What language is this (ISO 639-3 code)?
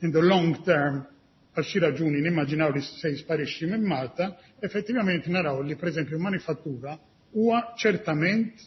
mlt